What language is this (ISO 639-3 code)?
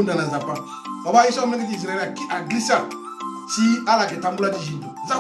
sag